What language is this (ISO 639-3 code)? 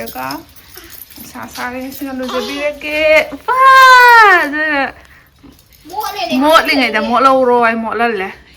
mni